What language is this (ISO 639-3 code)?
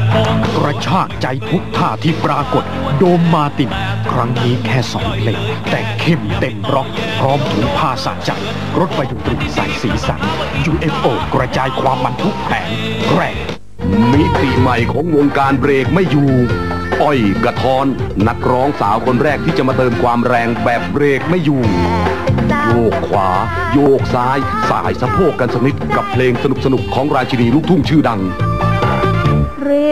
tha